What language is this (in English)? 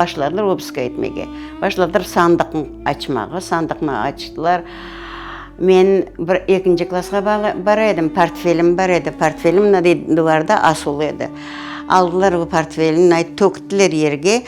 Crimean Tatar